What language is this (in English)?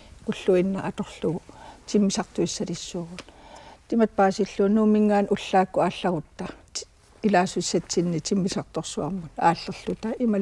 Kalaallisut